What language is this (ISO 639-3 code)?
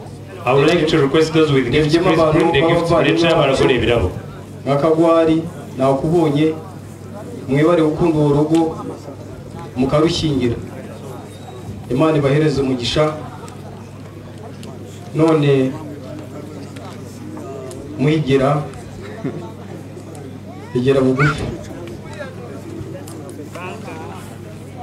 kin